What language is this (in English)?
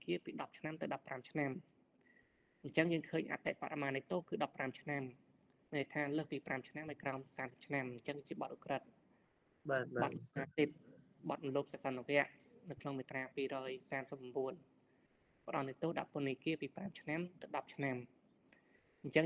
Khmer